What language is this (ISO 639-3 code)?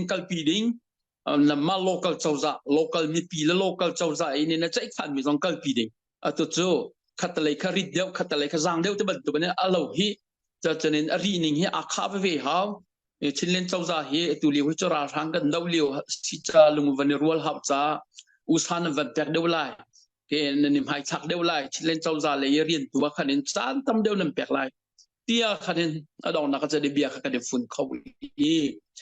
cnh